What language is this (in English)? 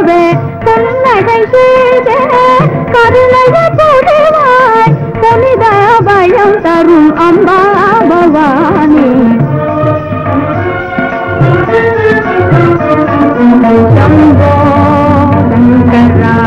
Tamil